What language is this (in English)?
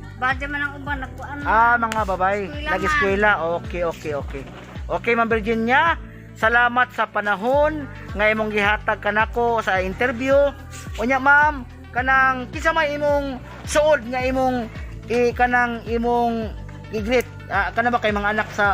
Cebuano